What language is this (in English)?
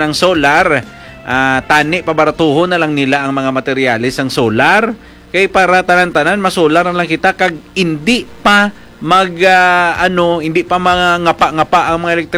Hiligaynon